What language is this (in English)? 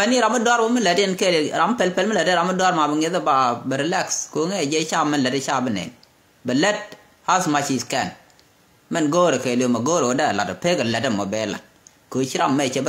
Nuer